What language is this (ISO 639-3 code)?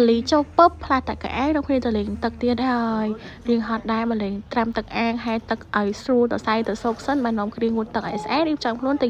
khm